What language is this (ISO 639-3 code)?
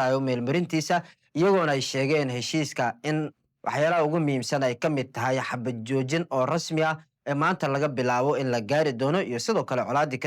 som